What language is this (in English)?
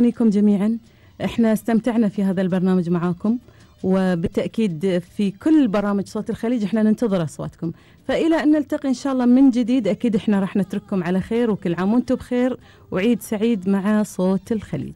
Gulf Arabic